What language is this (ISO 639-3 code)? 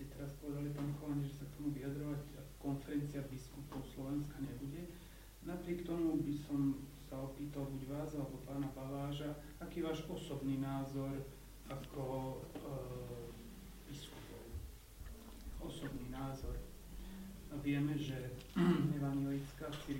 slk